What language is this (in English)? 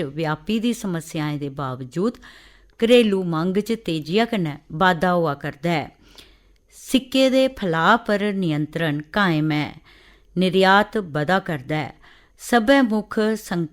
Dogri